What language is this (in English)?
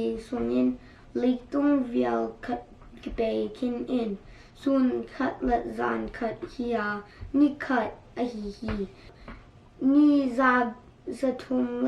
Tedim Chin